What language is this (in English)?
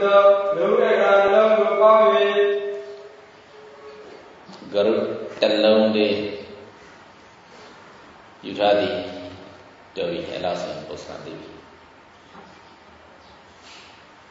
Burmese